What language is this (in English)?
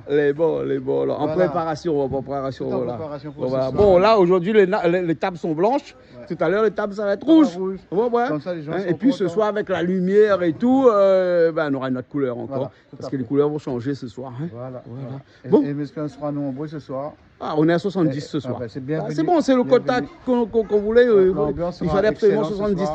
Réunion Creole French